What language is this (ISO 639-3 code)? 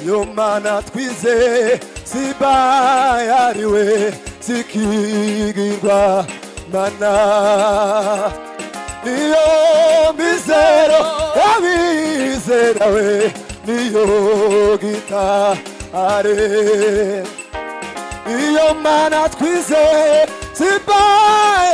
kin